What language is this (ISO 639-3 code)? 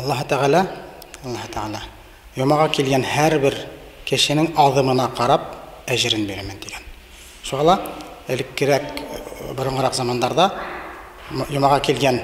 bak